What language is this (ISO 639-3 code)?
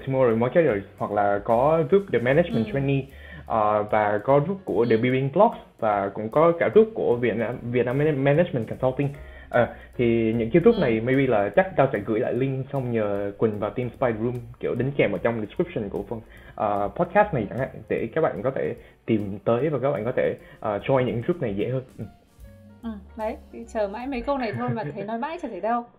vie